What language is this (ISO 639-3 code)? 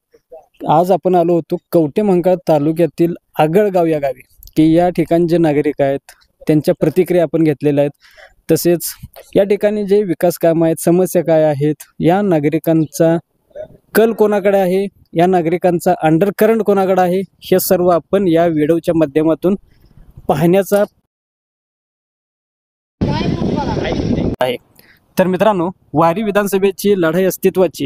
mar